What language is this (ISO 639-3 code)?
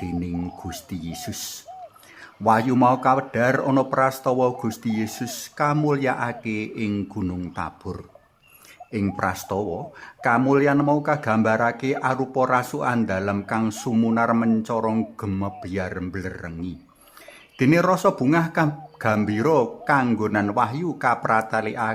jav